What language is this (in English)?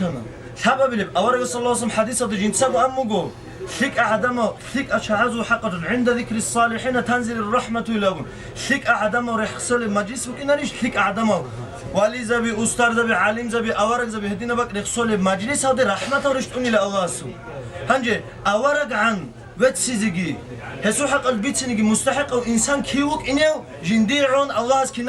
Avaric